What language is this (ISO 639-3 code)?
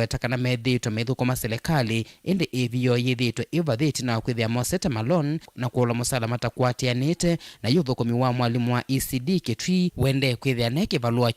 kam